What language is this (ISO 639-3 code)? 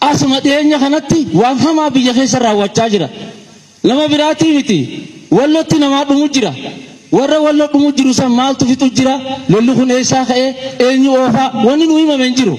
orm